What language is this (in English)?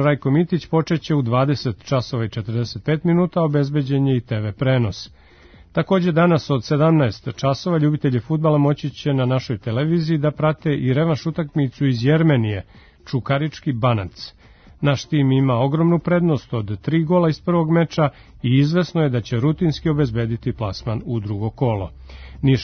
Serbian